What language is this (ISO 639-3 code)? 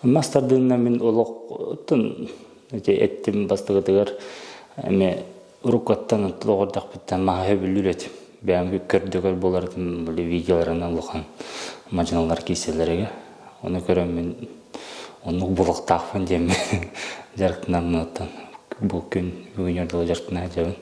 sah